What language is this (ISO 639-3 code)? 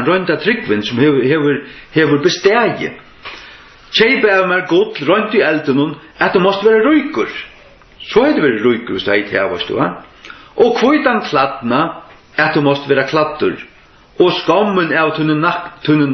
fao